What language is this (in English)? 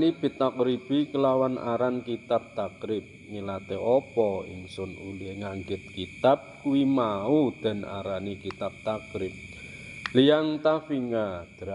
Javanese